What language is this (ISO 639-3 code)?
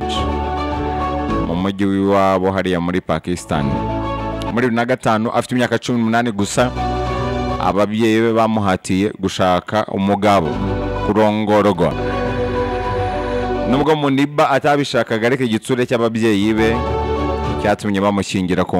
kin